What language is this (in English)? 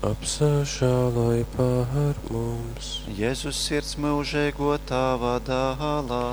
Latgalian